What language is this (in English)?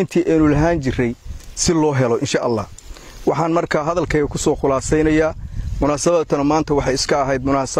Somali